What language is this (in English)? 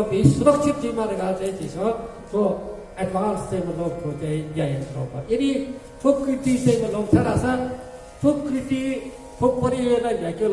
Newari